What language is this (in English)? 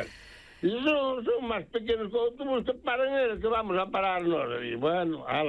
Galician